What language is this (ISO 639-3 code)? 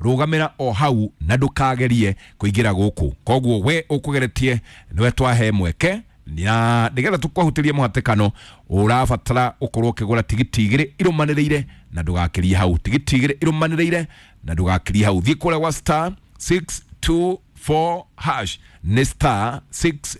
kik